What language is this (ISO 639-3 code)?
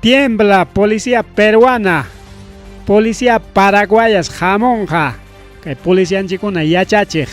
quy